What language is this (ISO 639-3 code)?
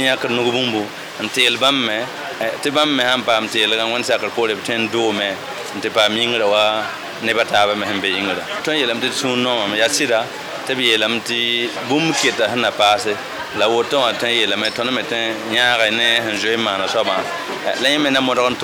mos